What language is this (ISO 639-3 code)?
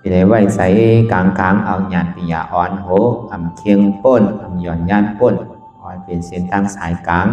shn